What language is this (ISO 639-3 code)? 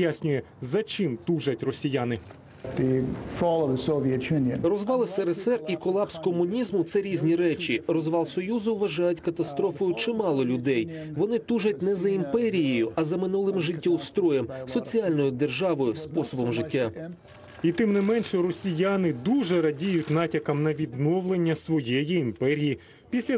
ukr